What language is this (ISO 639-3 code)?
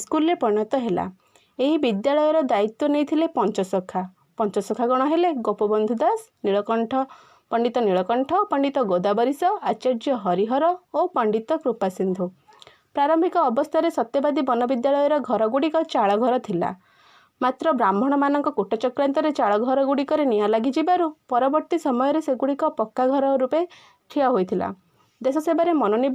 ori